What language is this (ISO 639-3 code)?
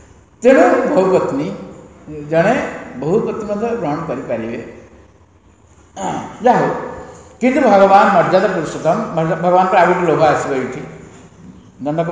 ori